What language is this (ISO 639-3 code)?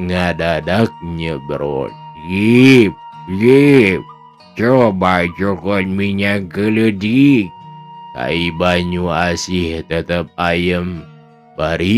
sun